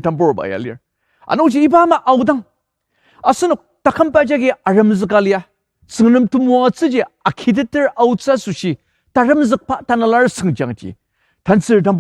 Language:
Ao Naga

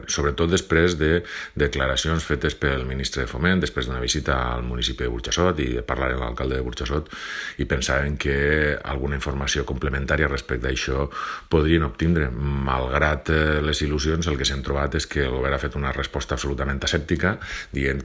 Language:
Catalan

